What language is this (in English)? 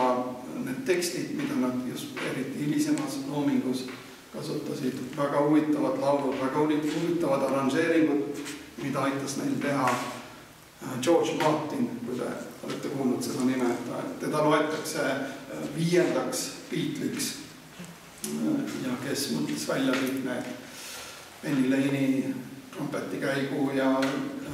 Estonian